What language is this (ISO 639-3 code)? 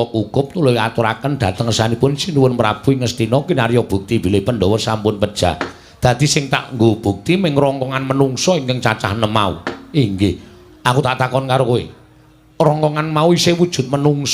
jav